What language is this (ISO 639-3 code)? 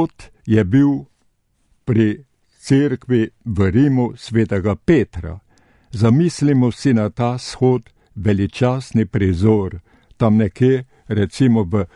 slv